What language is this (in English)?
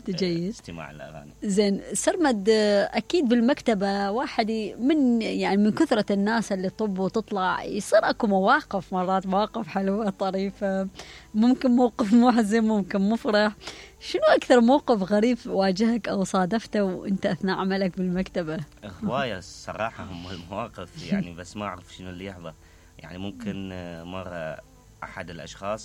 Mesopotamian Arabic